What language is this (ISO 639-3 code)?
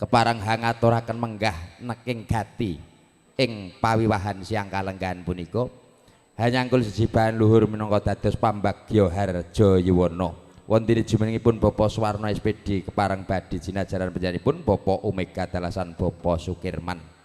jav